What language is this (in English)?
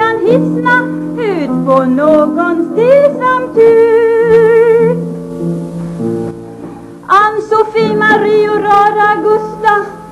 Swedish